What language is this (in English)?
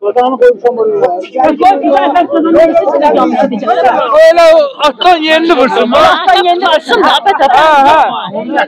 South Azerbaijani